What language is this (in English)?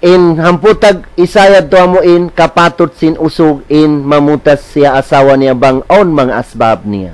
Tausug